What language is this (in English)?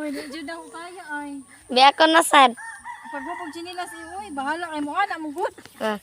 Cebuano